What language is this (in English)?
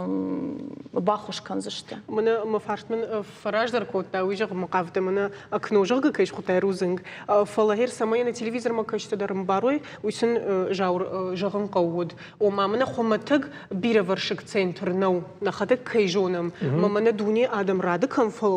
Ossetic